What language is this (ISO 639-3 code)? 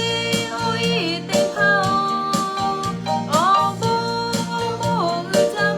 lhu